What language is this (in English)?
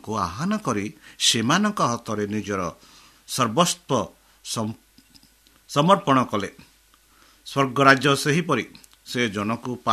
Odia